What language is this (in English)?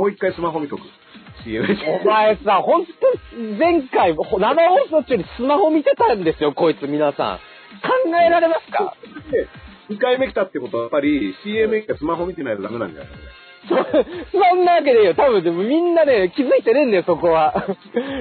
Japanese